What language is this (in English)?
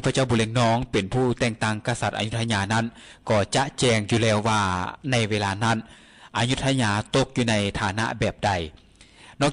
Lao